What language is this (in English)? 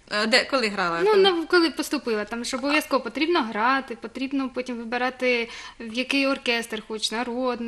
Ukrainian